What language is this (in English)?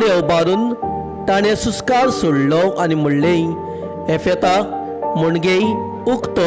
Konkani